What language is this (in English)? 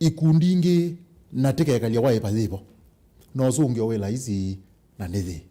Kamba